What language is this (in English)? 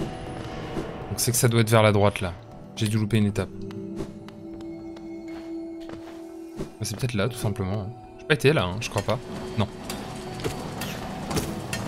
French